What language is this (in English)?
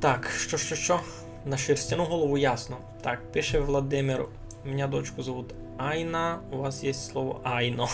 Rusyn